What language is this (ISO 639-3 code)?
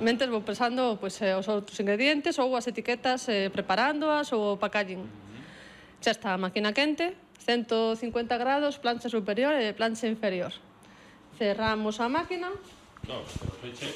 glg